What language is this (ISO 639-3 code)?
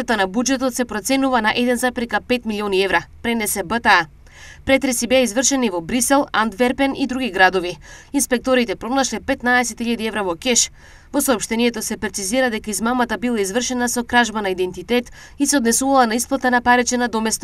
mkd